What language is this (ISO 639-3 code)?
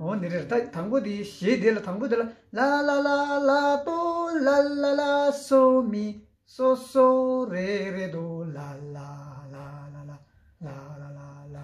bod